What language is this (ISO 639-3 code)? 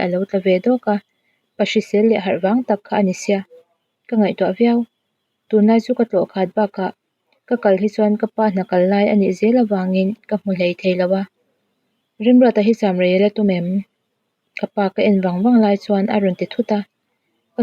lus